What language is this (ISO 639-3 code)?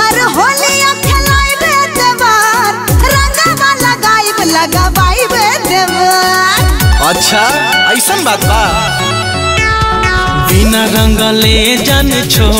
bho